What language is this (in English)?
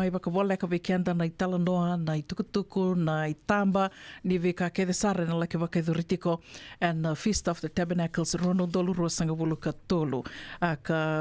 Fijian